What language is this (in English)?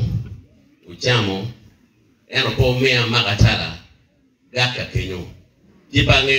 Acoli